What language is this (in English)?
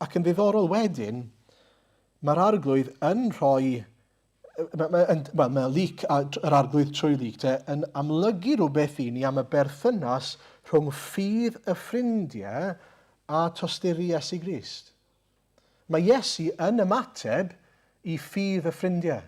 Welsh